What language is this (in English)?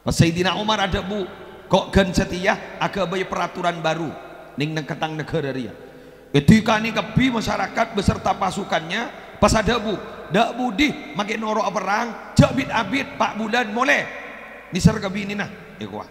Madurese